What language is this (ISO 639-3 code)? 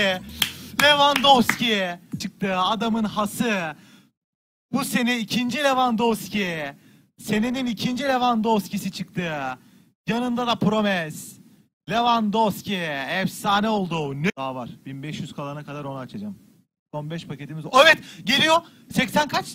tur